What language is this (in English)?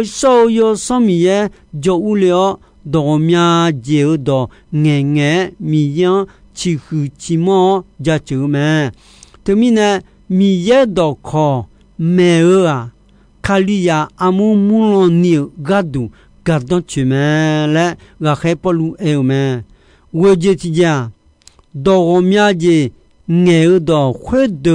Akha